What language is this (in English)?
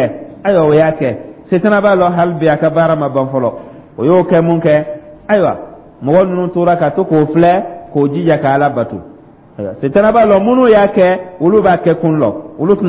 Dyula